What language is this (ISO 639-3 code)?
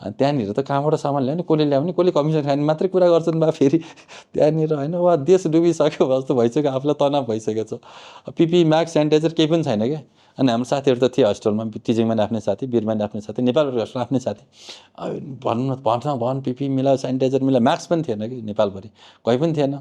nep